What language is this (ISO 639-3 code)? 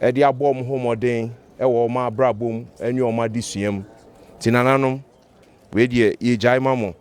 aka